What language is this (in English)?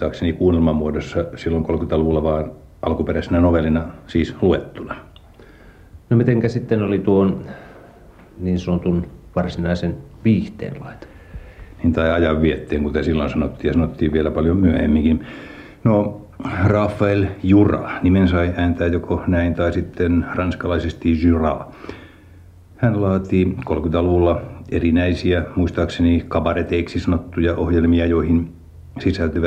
Finnish